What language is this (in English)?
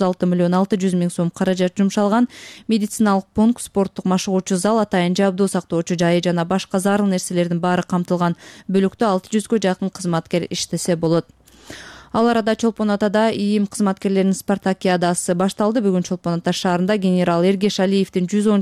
Kyrgyz